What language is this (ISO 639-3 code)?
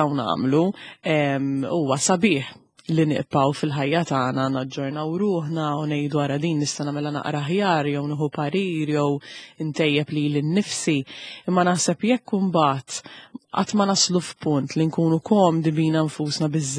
mlt